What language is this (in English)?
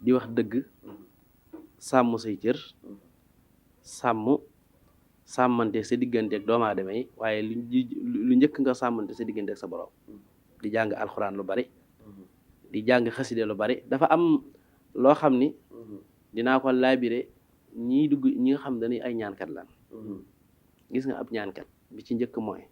Wolof